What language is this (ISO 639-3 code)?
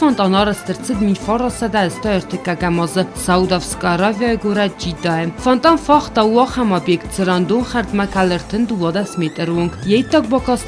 oss